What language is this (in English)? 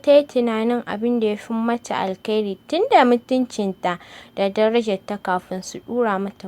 Hausa